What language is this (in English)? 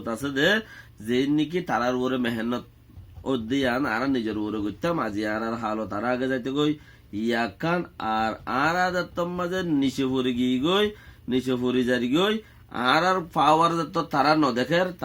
Rohingya